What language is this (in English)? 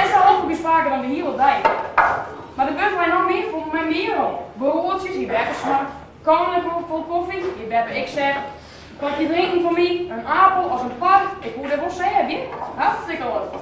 Western Frisian